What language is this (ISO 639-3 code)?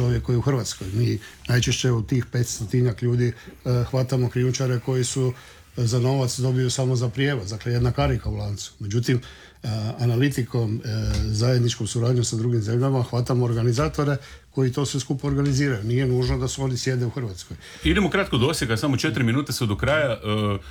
hrv